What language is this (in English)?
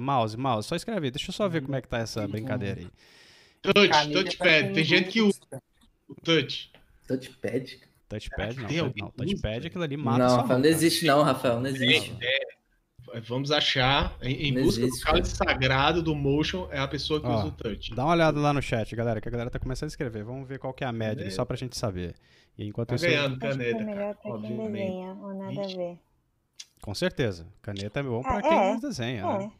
Portuguese